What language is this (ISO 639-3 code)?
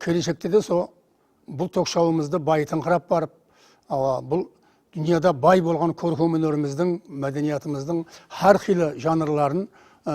kaa